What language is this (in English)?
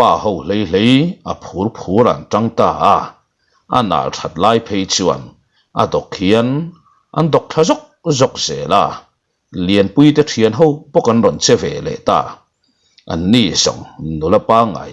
Mizo